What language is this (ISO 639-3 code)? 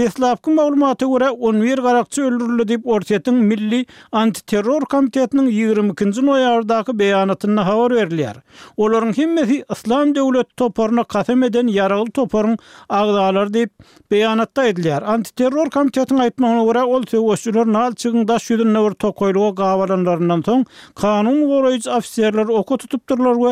tuk